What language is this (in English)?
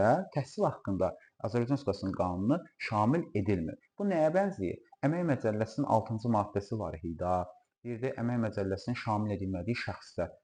Azerbaijani